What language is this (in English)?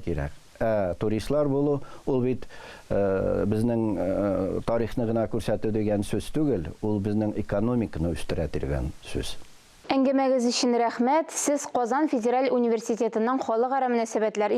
Tatar